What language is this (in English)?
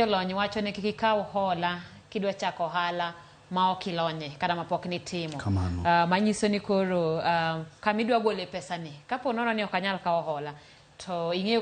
Luo (Kenya and Tanzania)